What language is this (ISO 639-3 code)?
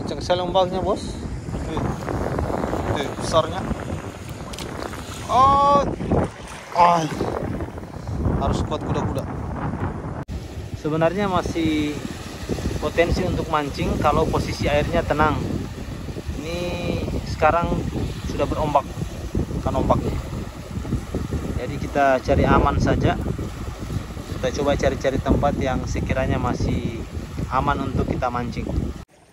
ind